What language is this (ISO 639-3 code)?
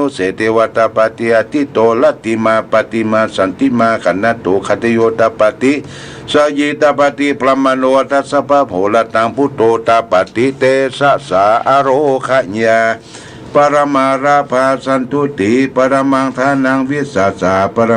pli